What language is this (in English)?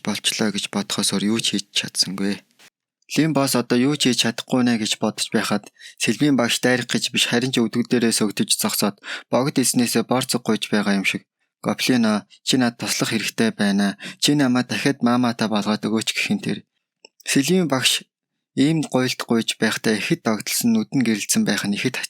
Mongolian